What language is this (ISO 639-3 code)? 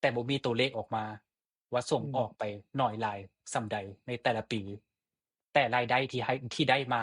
lao